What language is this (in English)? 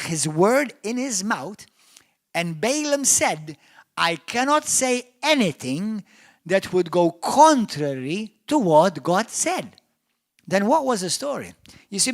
English